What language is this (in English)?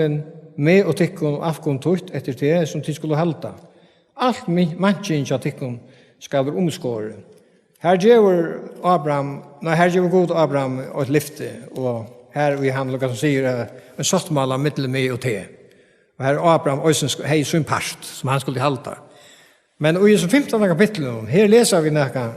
Faroese